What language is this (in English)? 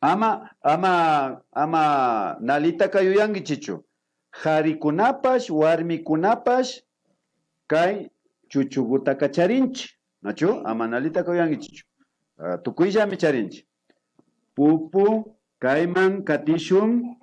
Imbabura Highland Quichua